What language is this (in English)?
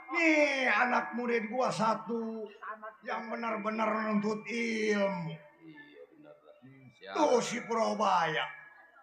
Betawi